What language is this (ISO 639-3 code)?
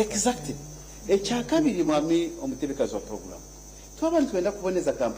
nyn